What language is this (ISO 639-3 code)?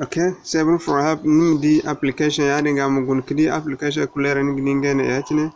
dje